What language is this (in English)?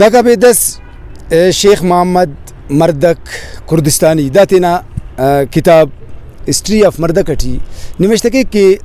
Brahui